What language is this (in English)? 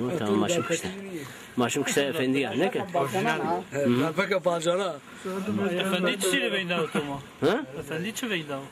Zaza